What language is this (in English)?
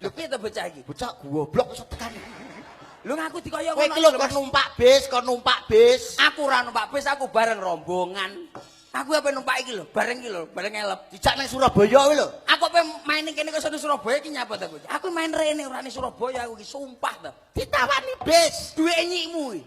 Javanese